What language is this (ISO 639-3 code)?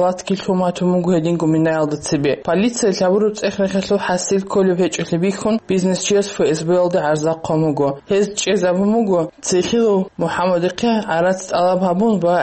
ava